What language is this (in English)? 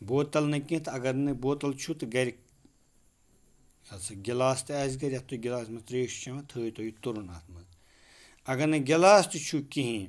Kashmiri